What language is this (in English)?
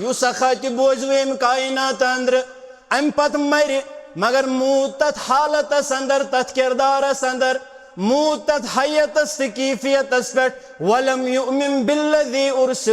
Kashmiri